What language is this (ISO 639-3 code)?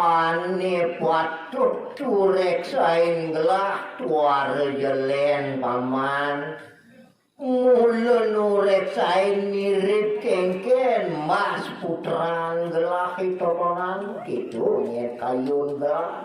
ban